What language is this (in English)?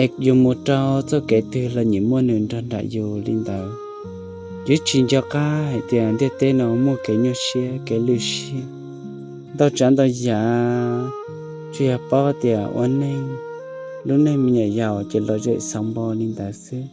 Hmong